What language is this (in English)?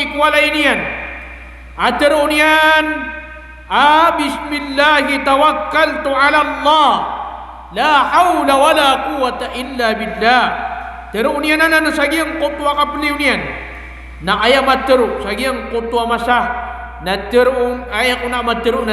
Maranao